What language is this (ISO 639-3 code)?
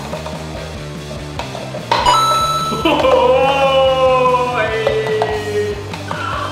hin